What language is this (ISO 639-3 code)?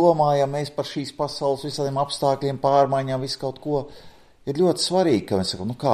lav